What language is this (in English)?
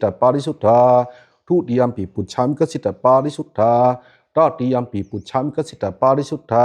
Pali